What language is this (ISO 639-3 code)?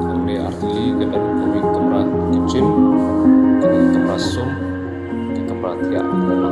kha